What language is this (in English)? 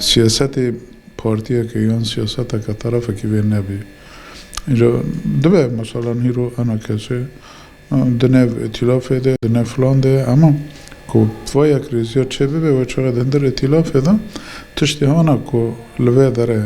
Kurdish